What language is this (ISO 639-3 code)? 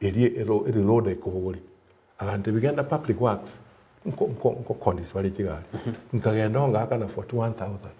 guz